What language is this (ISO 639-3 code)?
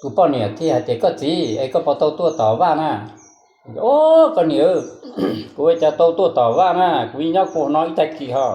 hmn